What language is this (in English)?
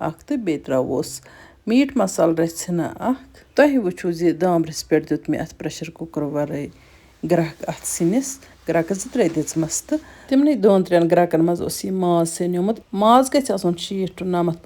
Kashmiri